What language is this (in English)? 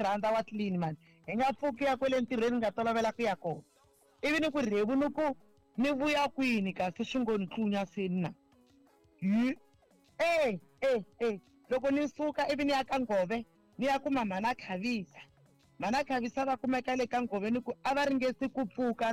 Tsonga